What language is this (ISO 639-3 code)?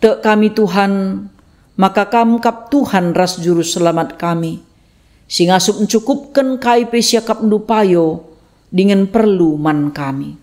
btx